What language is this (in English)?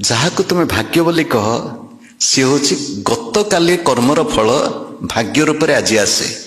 Odia